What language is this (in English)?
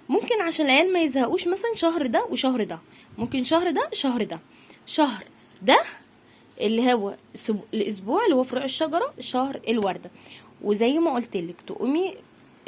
Egyptian Arabic